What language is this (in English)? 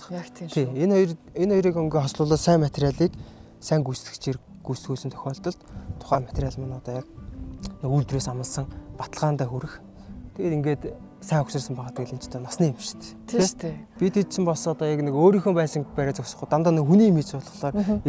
Mongolian